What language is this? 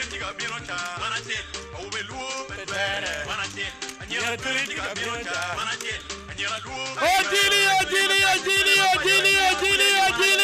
Acoli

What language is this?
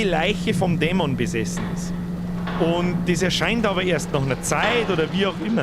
Bavarian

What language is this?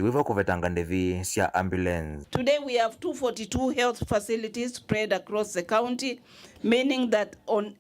Kamba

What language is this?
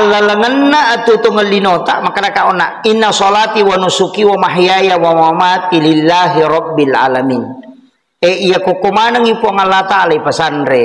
Buginese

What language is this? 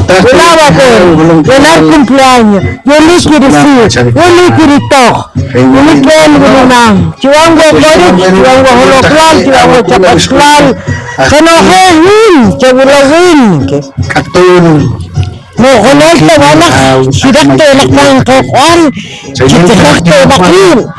Poqomchi'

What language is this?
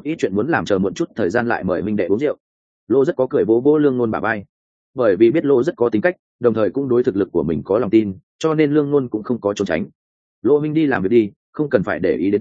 Vietnamese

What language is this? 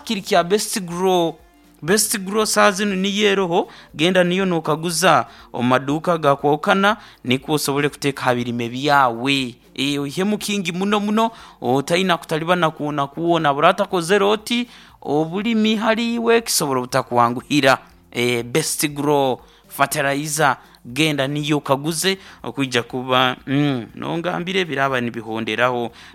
Nyankole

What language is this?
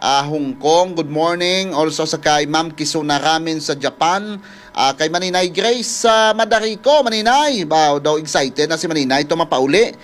Hiligaynon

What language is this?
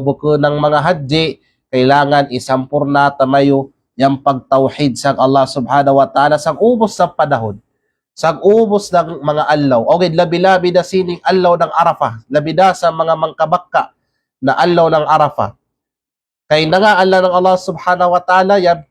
Kalagan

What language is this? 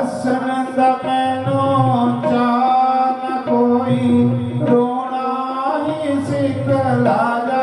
Dogri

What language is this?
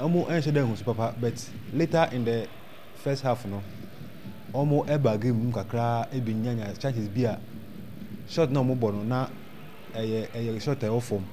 Akan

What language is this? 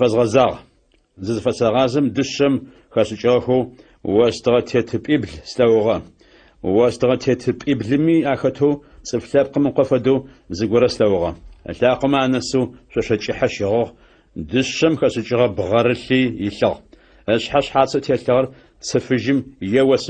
Adyghe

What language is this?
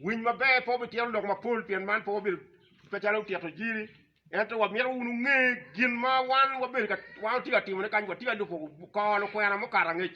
Acoli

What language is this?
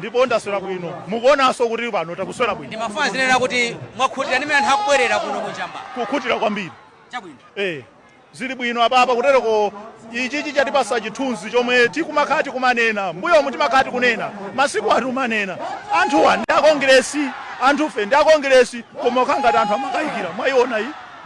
Nyanja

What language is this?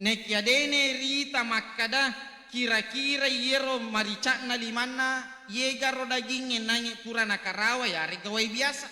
Buginese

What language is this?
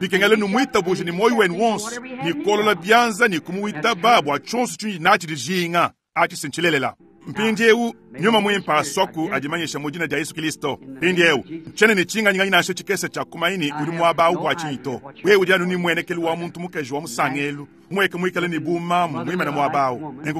Luba-Lulua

